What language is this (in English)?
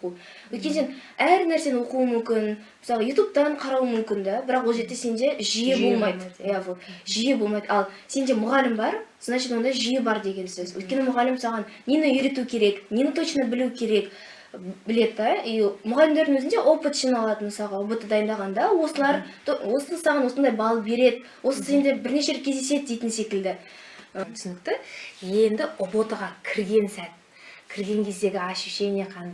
Kazakh